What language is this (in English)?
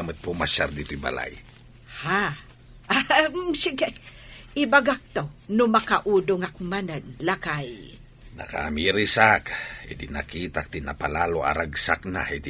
Iloko